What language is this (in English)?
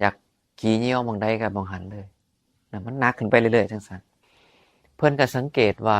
Northeastern Thai